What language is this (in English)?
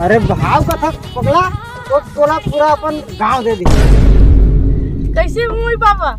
Chhattisgarhi